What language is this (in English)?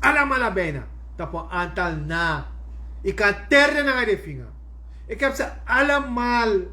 Sranan Tongo